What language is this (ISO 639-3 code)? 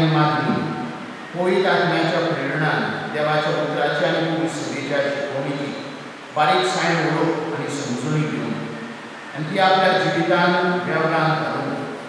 kok